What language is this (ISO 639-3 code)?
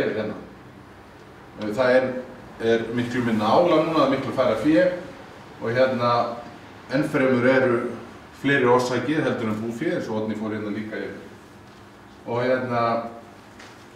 isl